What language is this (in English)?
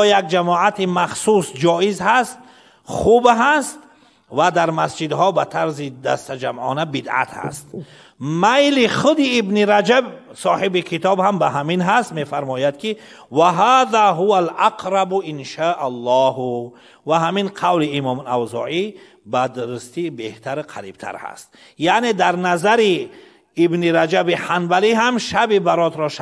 Persian